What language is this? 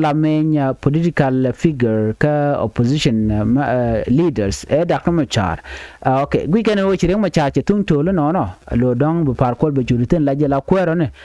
Nuer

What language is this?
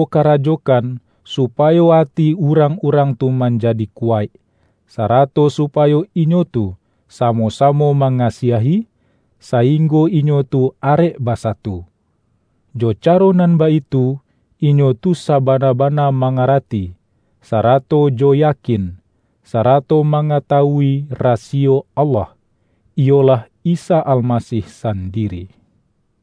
Minangkabau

